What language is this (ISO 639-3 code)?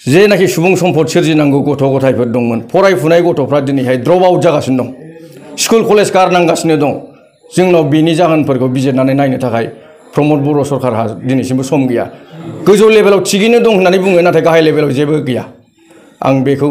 brx